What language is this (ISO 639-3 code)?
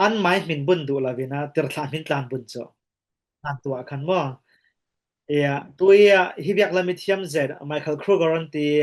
cfm